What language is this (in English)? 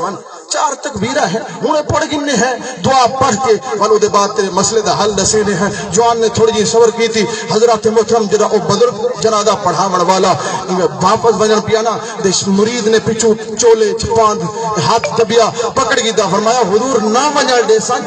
Saraiki